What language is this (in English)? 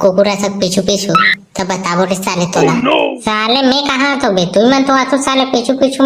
Chhattisgarhi